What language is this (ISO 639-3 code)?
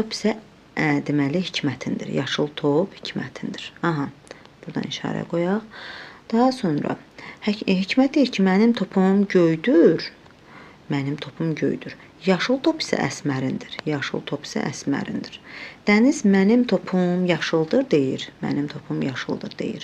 aze